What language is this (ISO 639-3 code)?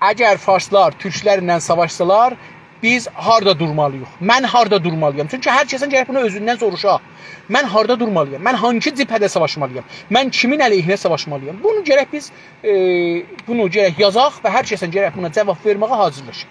azb